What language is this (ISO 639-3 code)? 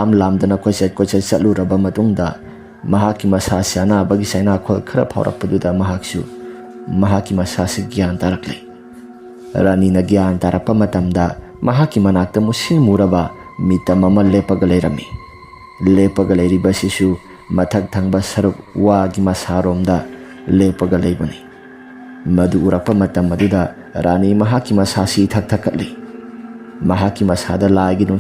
mni